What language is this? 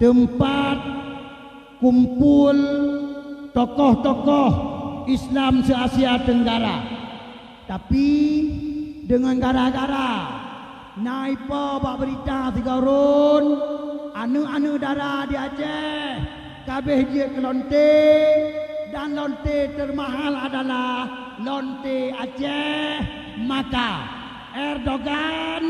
Achinese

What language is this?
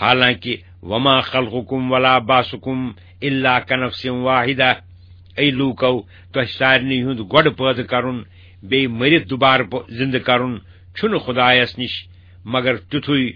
Kashmiri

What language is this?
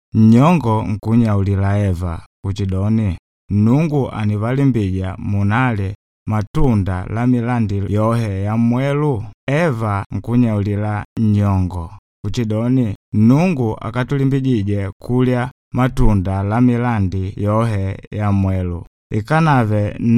Makonde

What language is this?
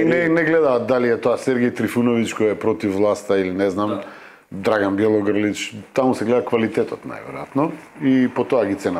Macedonian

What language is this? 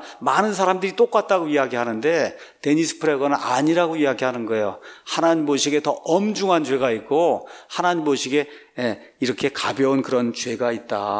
Korean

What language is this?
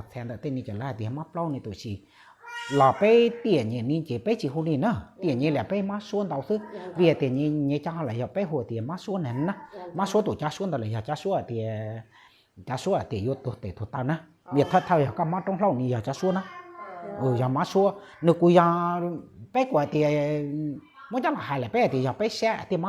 Hmong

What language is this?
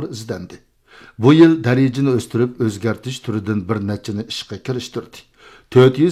Uyghur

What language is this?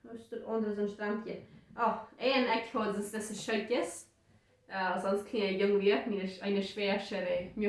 Plautdietsch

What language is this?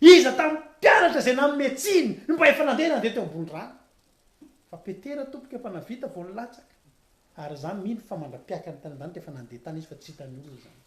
Malagasy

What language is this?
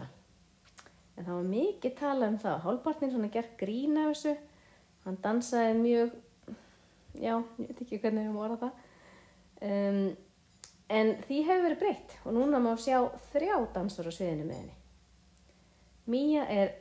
Icelandic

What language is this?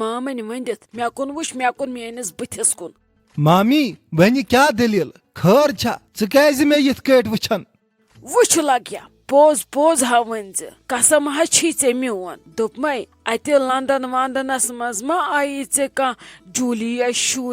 Kashmiri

